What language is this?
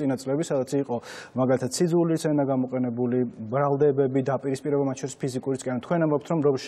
Georgian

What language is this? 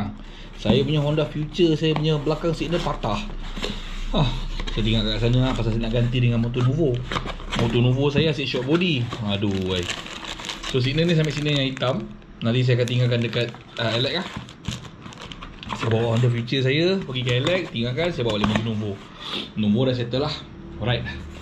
Malay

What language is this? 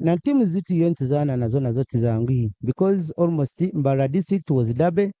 Nyankole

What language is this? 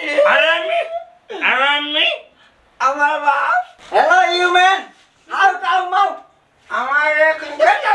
Sylheti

